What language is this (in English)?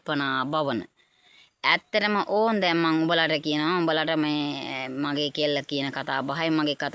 Sinhala